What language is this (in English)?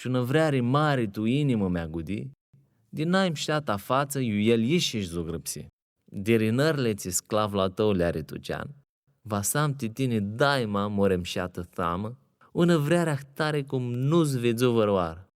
Aromanian